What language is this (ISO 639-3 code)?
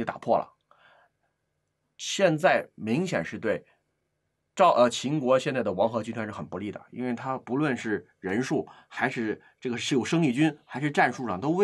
zho